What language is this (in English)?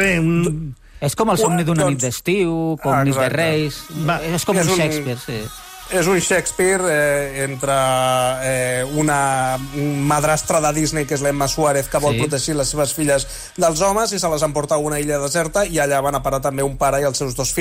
Catalan